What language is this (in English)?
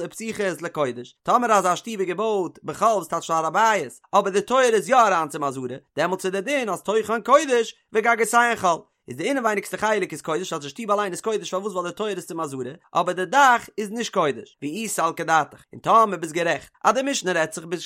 Yiddish